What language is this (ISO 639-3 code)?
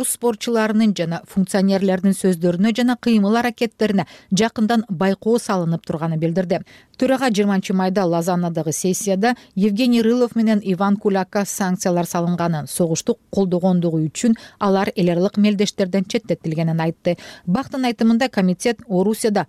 kir